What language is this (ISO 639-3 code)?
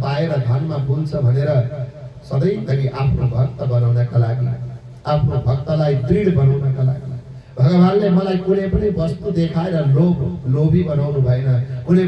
nep